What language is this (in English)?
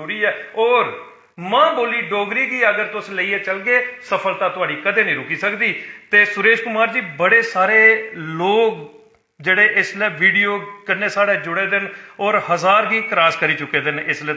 Dogri